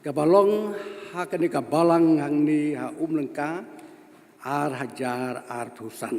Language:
Khasi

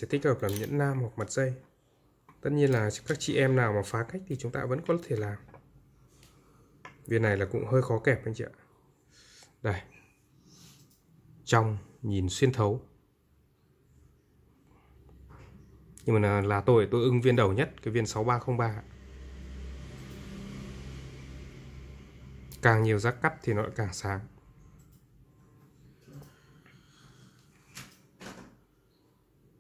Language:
Vietnamese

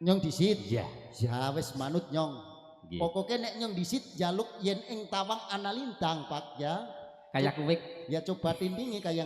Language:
Javanese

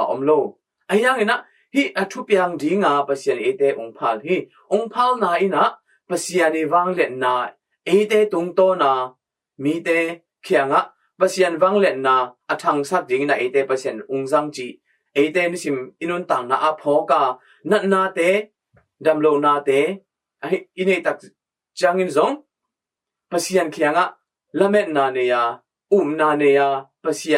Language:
Tedim Chin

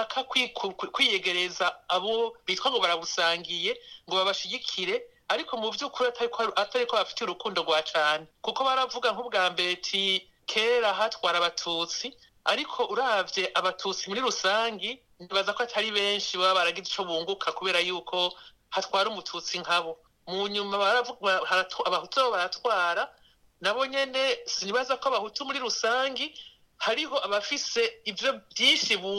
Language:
Rundi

